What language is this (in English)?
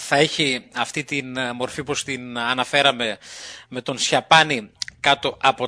Greek